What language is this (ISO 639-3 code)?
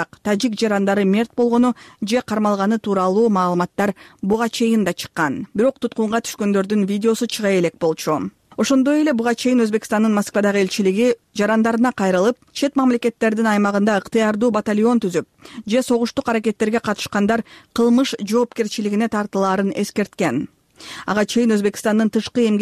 kir